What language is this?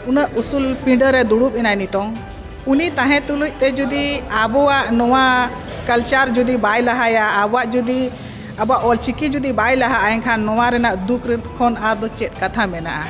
Santali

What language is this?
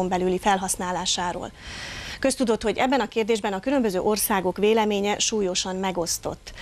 Hungarian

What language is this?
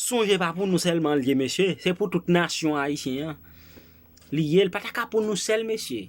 Haitian Creole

